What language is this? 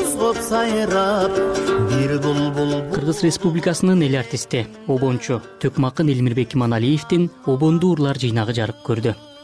Kyrgyz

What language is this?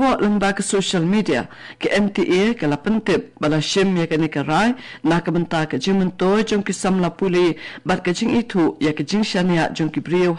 Khasi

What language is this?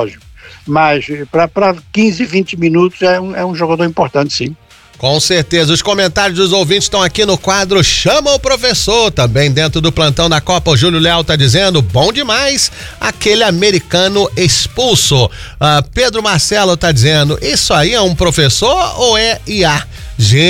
Portuguese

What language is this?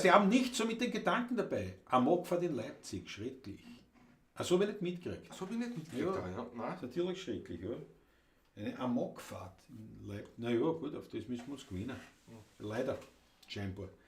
Bavarian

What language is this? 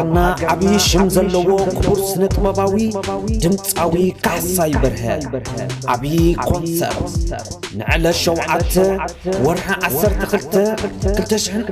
Tigrinya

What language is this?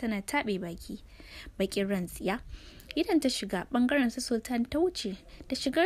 Hausa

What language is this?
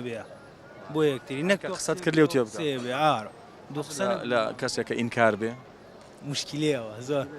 Central Kurdish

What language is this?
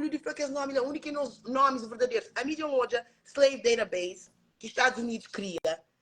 Kabuverdianu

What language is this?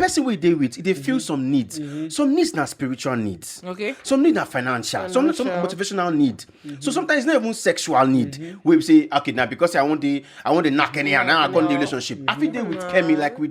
Nigerian Pidgin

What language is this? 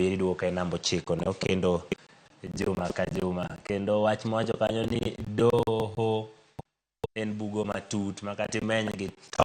Luo (Kenya and Tanzania)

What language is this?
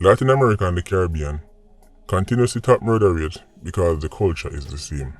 Jamaican Creole English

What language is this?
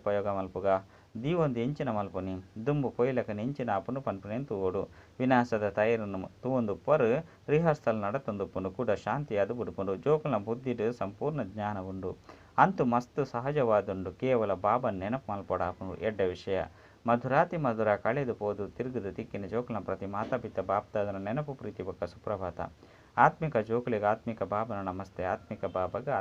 Tulu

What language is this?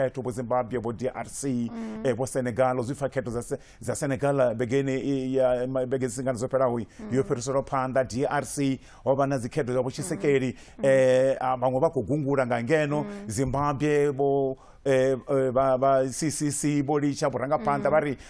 Venda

